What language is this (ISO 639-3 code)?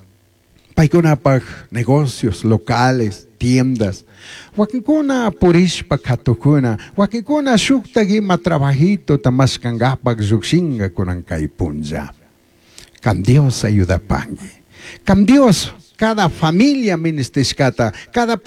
qug